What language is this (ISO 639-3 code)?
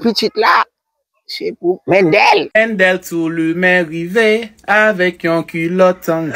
hat